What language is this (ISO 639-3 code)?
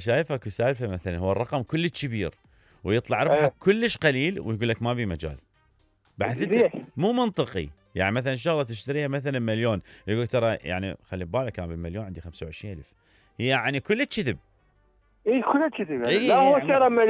acm